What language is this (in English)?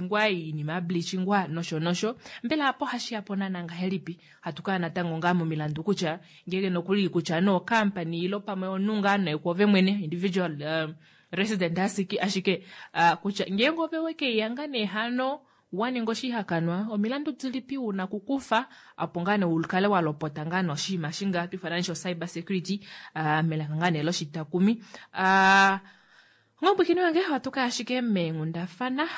Kuanyama